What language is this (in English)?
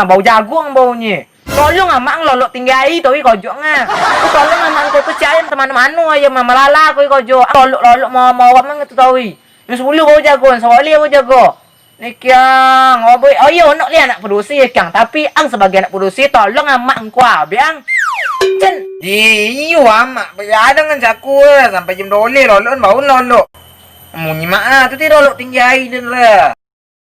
Minangkabau